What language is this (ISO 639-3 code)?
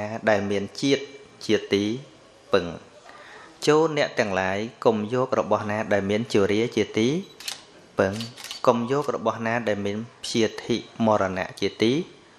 khm